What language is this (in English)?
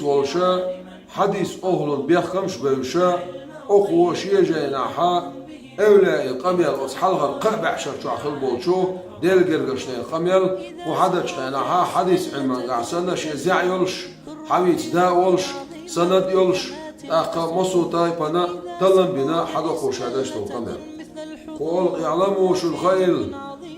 Chechen